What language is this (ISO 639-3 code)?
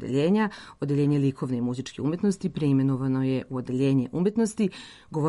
srp